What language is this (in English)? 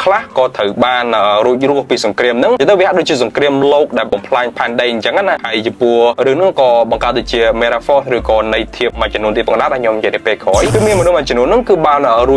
Khmer